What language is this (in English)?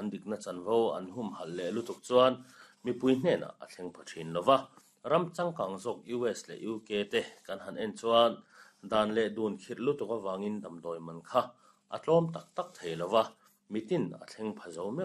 Mizo